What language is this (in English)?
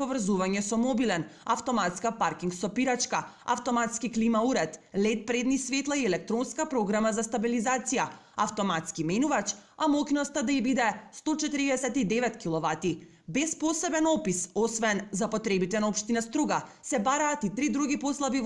Macedonian